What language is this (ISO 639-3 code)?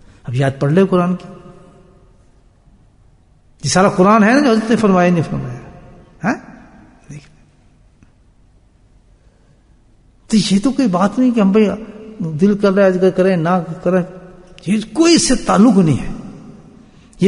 urd